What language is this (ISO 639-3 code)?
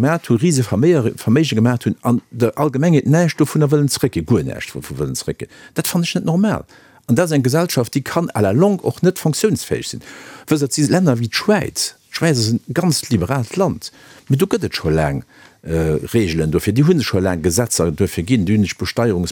ltz